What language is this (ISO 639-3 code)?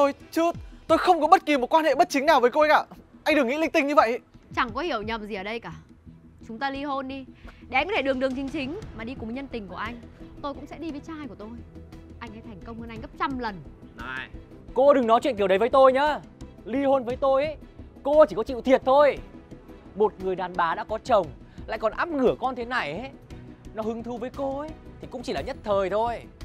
vie